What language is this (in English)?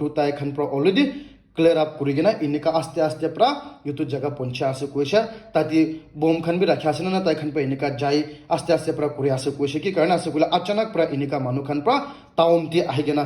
Naga Pidgin